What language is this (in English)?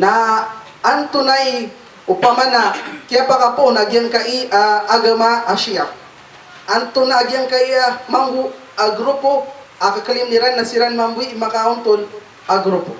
Maranao